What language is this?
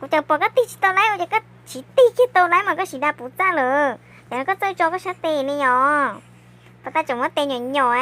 Hmong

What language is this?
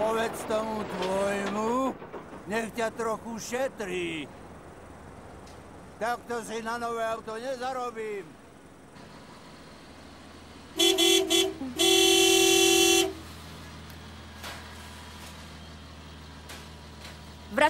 Slovak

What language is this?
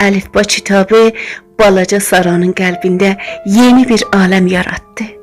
South Azerbaijani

